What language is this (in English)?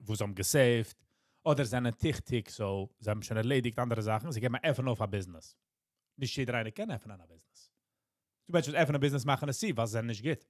Yiddish